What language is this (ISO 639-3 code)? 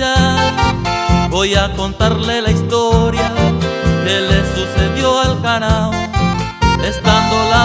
grn